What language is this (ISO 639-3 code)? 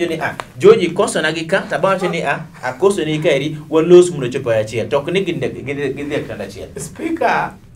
luo